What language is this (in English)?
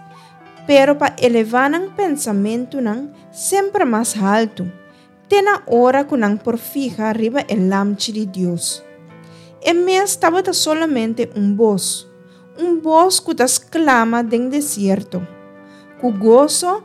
Papiamento